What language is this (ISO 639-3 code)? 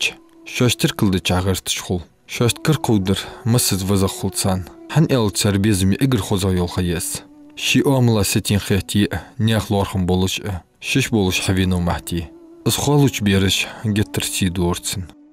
inh